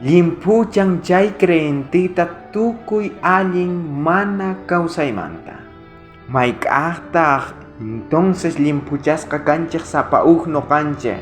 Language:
South Bolivian Quechua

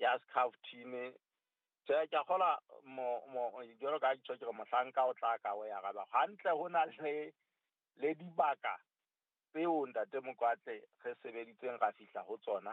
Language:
Southern Sotho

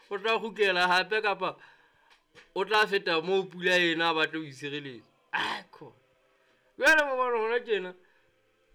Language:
Southern Sotho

